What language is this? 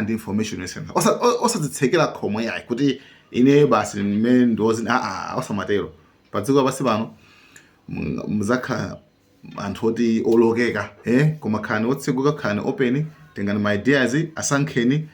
Nyanja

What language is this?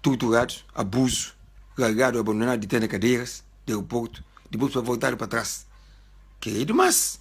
Kabuverdianu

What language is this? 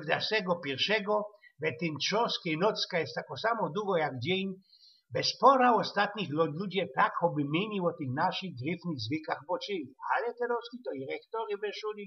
Silesian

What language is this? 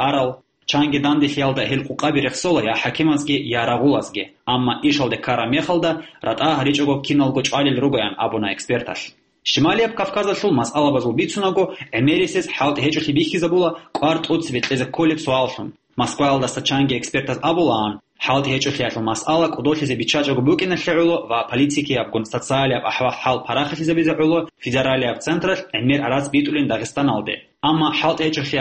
Avaric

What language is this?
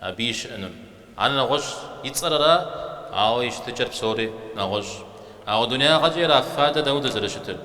Kabardian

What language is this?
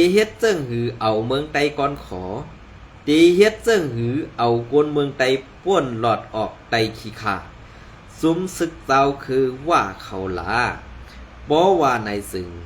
Shan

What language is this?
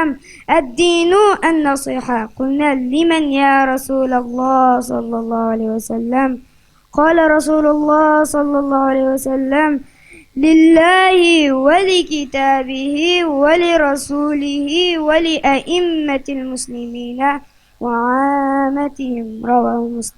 Uyghur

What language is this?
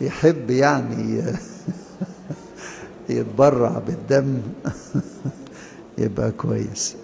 Egyptian Arabic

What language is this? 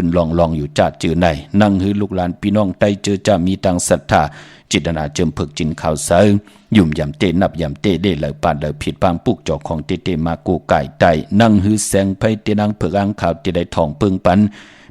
Shan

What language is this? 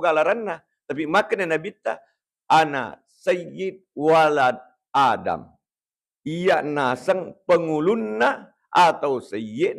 Buginese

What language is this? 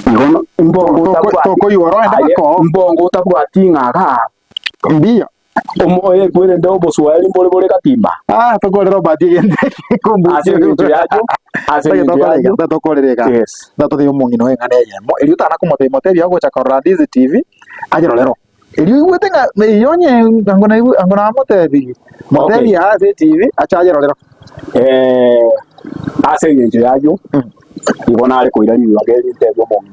Gusii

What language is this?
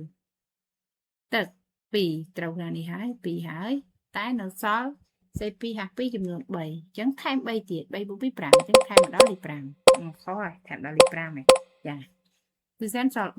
Khmer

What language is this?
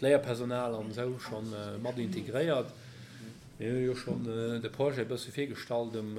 Luxembourgish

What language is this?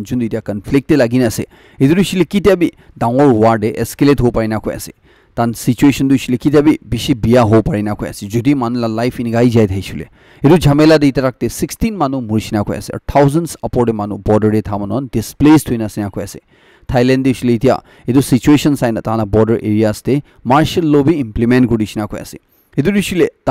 Naga Pidgin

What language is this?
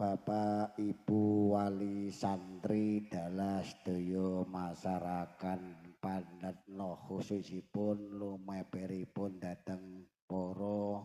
Javanese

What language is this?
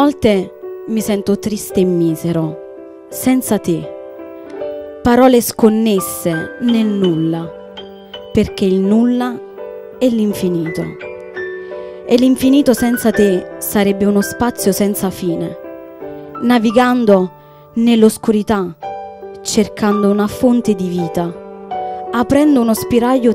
Italian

